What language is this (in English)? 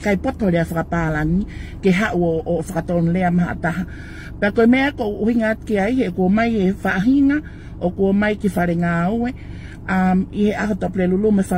Tongan